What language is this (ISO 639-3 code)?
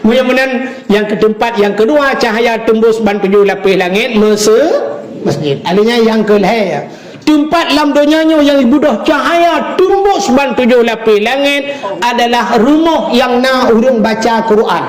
ace